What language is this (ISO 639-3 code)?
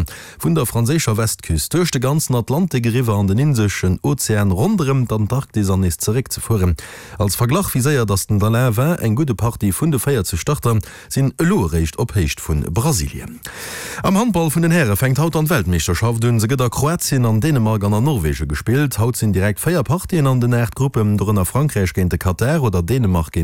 ltz